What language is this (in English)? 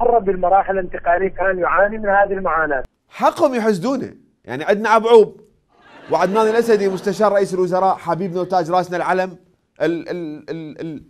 Mesopotamian Arabic